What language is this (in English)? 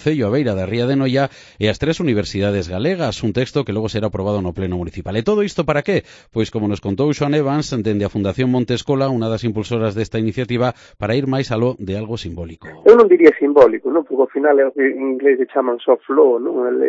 Galician